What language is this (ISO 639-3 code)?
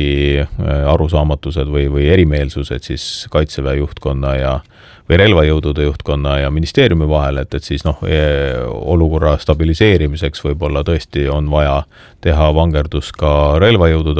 est